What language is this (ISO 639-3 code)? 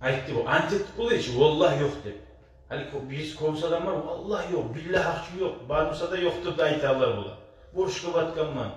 kum